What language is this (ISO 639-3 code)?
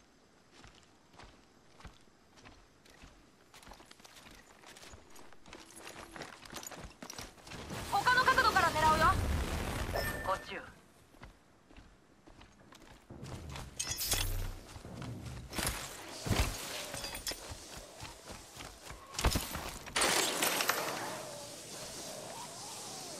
jpn